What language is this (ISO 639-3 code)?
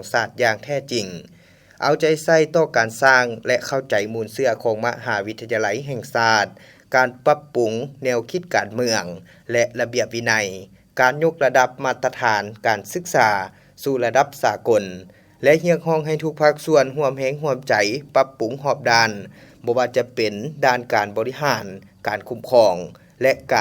lao